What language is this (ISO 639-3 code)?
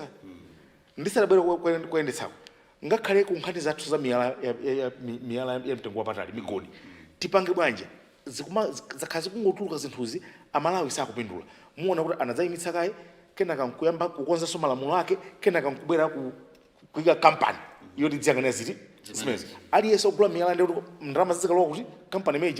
nya